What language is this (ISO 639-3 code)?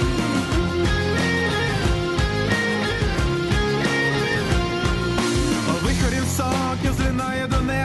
ukr